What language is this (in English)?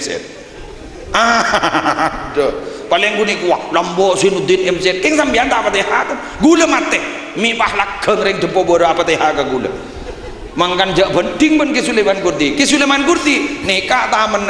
Madurese